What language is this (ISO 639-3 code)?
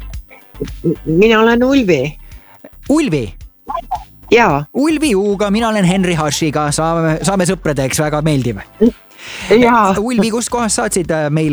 est